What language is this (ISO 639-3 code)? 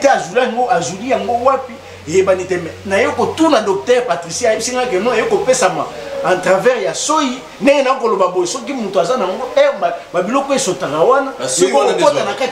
lin